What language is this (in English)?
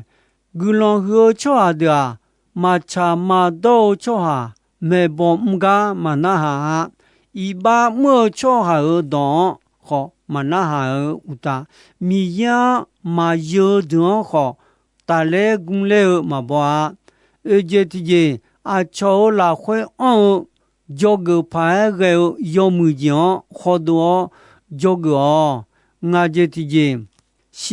Akha